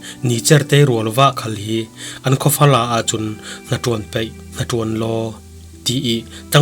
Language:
Falam Chin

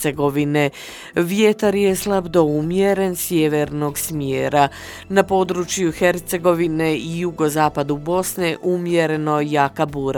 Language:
Bosnian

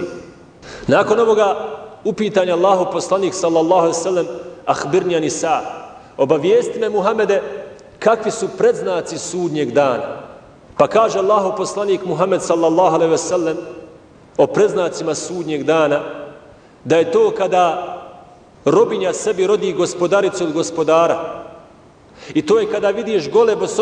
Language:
Bosnian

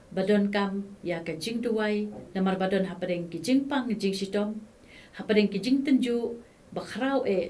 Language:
Khasi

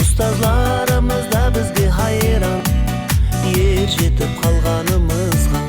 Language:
Kara-Kalpak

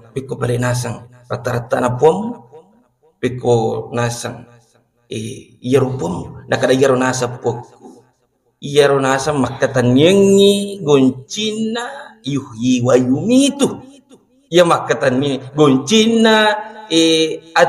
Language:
Buginese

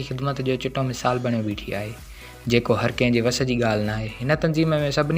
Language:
Sindhi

